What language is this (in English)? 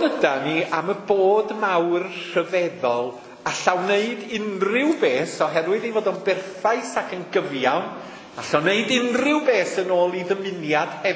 Welsh